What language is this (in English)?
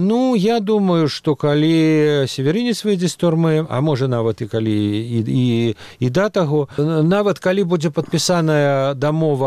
Belarusian